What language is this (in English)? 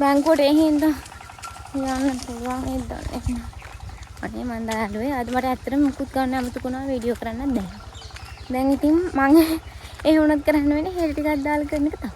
Sinhala